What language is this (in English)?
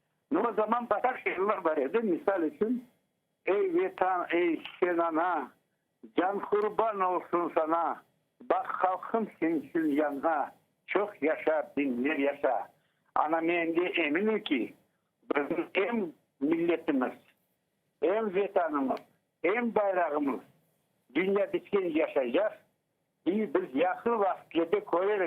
Crimean Tatar